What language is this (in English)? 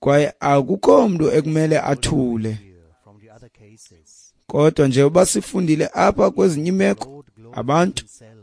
Xhosa